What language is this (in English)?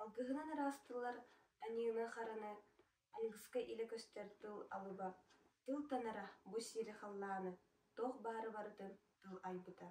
Yakut